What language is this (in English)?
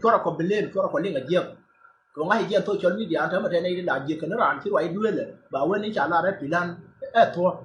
Nuer